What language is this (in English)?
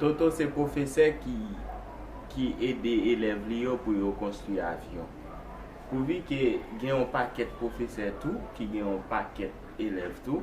Haitian Creole